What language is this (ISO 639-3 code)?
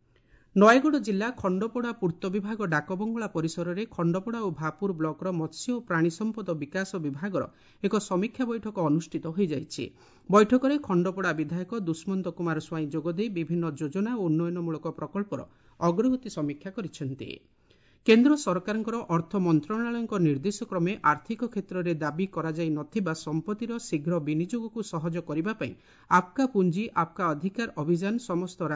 ori